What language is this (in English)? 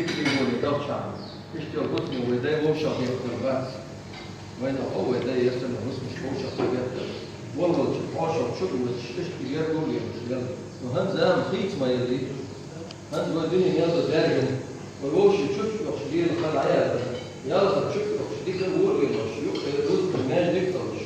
Chechen